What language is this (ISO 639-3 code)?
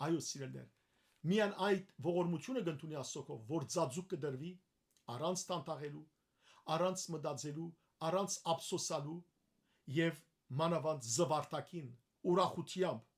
hyw